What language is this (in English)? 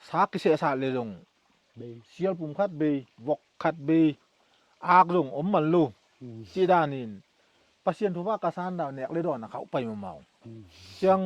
Tedim Chin